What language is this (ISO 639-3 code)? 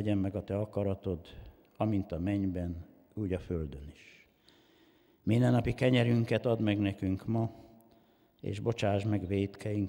hun